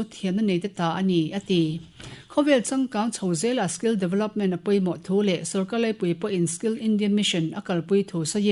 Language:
Mizo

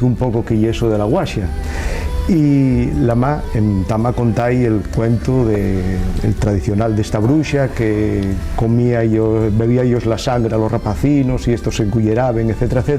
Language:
Asturian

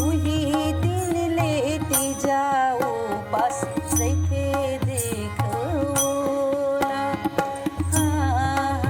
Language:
Chhattisgarhi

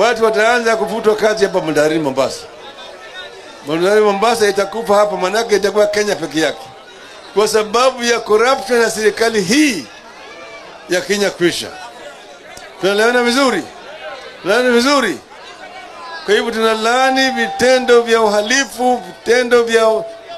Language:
Swahili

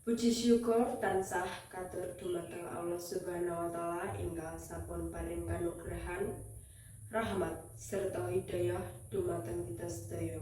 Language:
Javanese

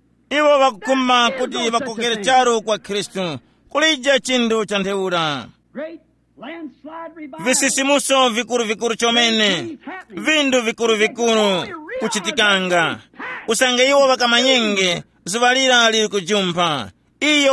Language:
Tumbuka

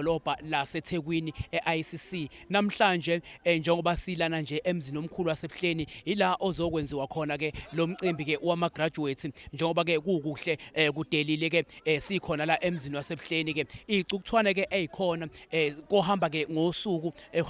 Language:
Zulu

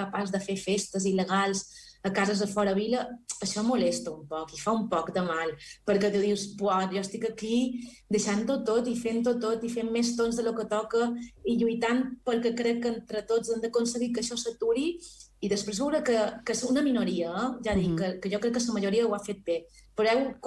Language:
Catalan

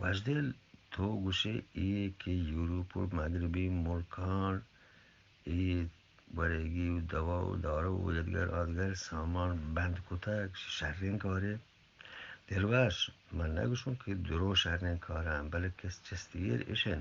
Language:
Eastern Balochi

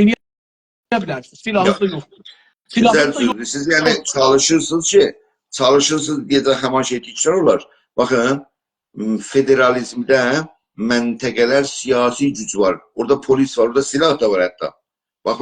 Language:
South Azerbaijani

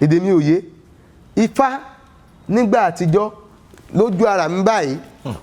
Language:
Yoruba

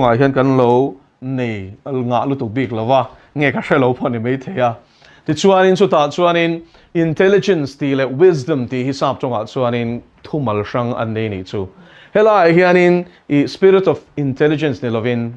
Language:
Mizo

